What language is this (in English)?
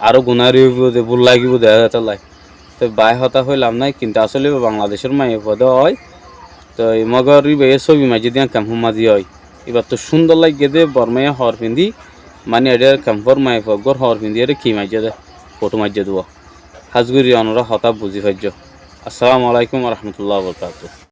Rohingya